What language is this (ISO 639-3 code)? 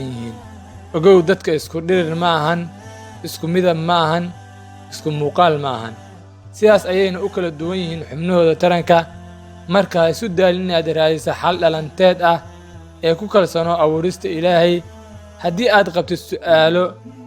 som